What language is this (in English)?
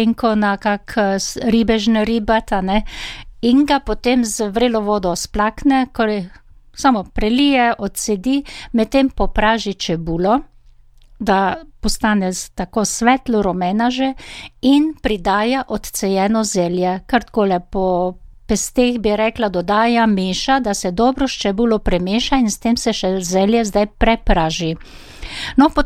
Slovenian